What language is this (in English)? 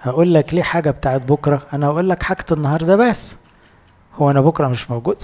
Egyptian Arabic